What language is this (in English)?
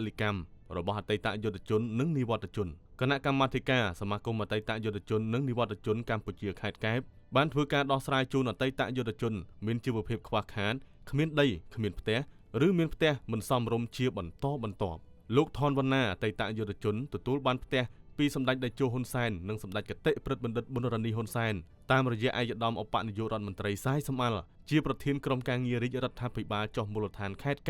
Khmer